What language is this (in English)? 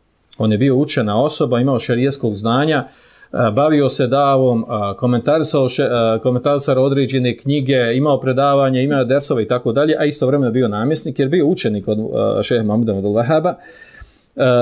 Bosnian